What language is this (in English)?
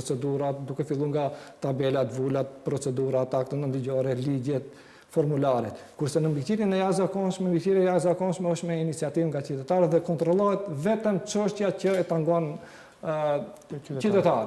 Albanian